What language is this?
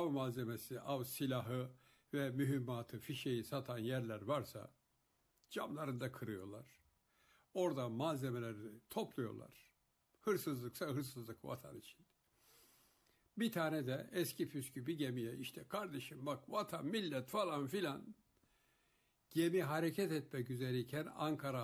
Turkish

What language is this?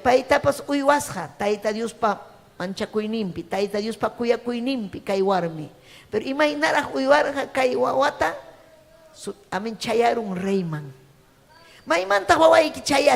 Ayacucho Quechua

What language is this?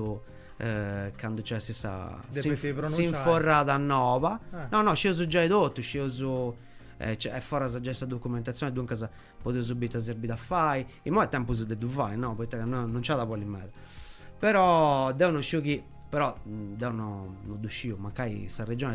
Sardinian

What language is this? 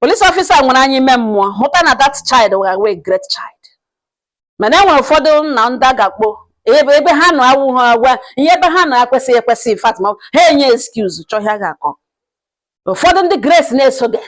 Igbo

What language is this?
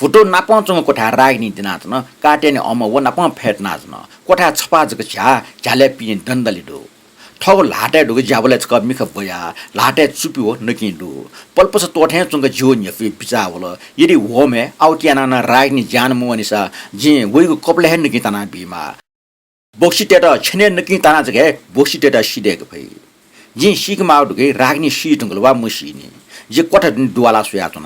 Newari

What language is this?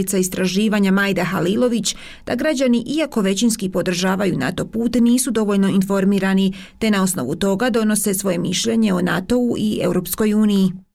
Bosnian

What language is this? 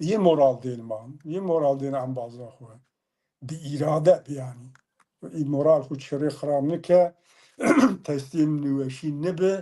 Zaza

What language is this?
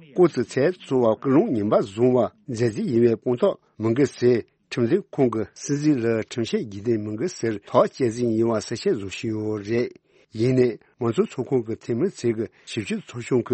Tibetan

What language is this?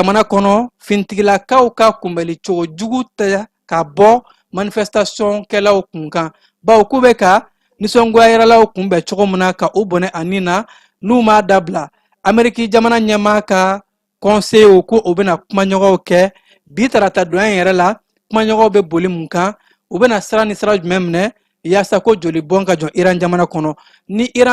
Bambara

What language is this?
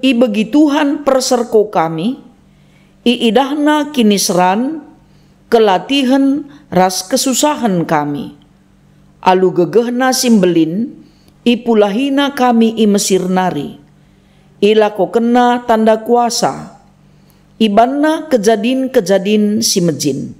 Batak Karo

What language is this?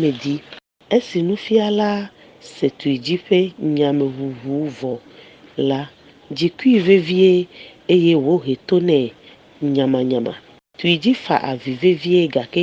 Ewe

